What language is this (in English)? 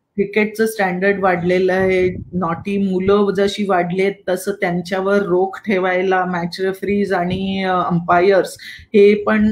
Marathi